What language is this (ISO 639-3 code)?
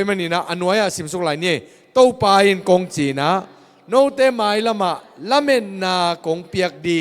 ctd